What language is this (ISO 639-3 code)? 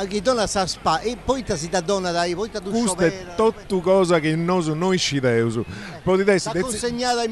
srd